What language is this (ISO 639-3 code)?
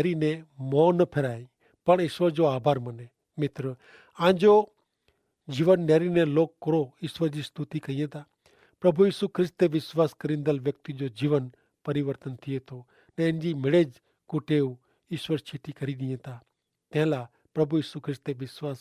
kfr